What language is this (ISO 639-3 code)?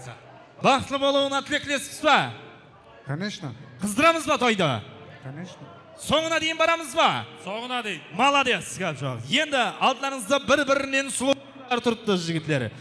kaa